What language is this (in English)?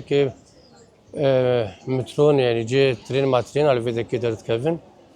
Kurdish